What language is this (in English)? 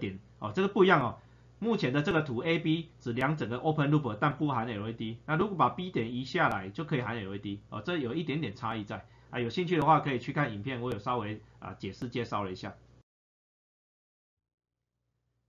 Chinese